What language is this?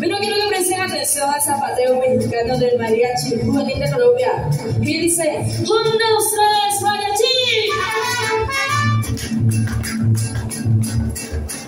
Spanish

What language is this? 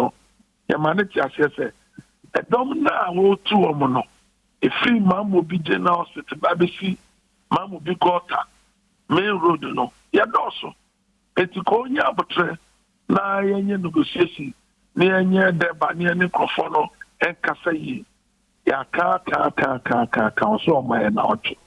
Akan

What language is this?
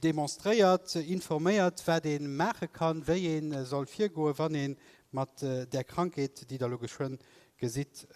Luxembourgish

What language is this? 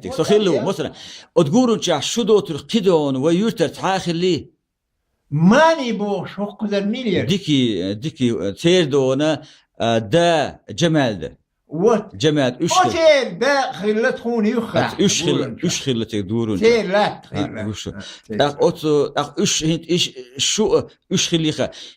Chechen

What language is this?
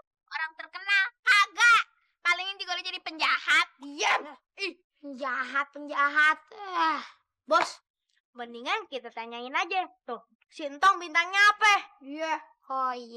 Betawi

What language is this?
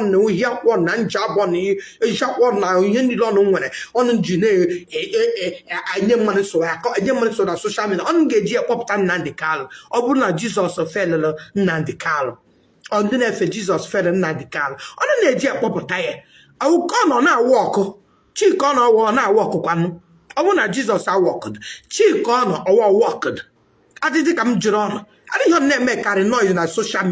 Igbo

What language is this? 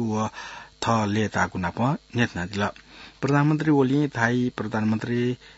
Newari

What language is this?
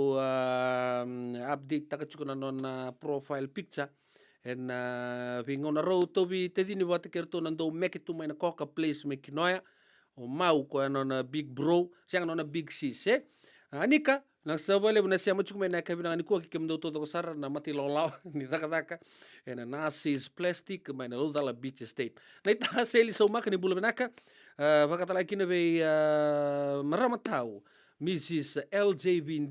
Fijian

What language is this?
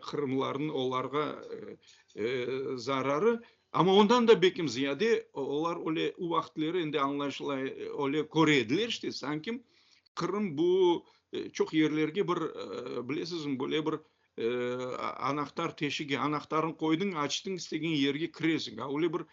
Crimean Tatar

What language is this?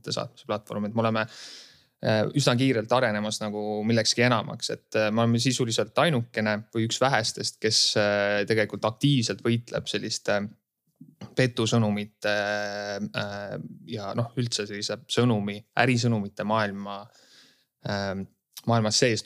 Estonian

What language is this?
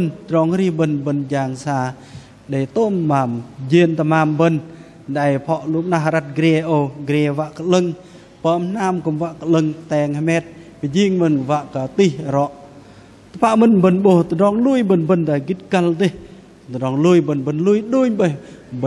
Bahnar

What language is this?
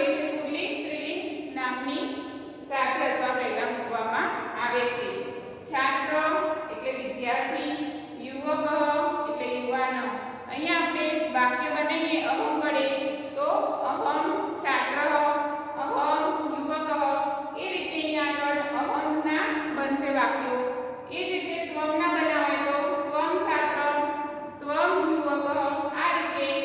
Gujarati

